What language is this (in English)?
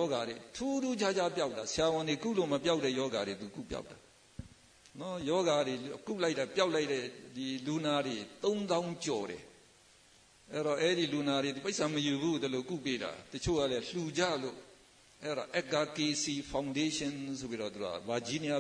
Burmese